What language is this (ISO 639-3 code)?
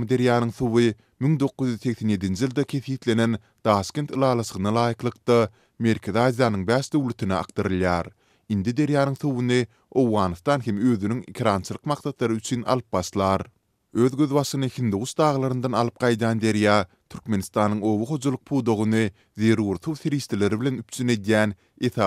tuk